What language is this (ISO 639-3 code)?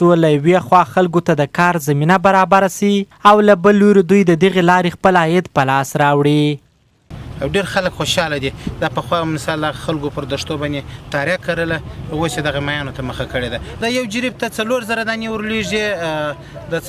pus